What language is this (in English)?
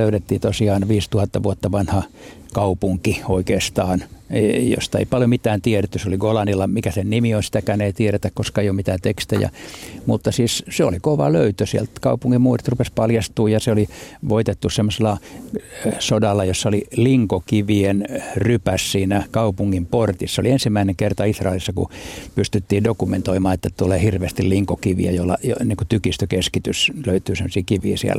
Finnish